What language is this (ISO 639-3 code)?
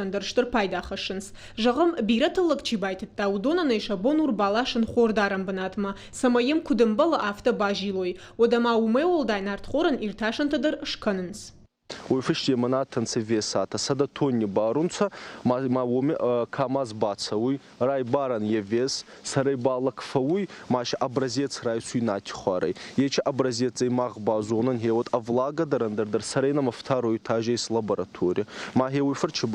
oss